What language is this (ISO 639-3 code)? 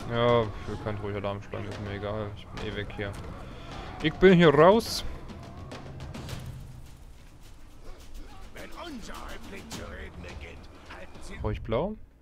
deu